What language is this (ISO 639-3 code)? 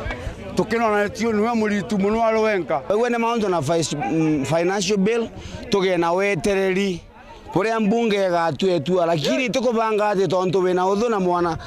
mer